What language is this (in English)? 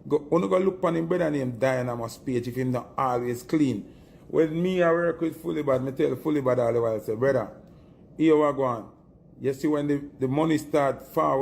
Jamaican Creole English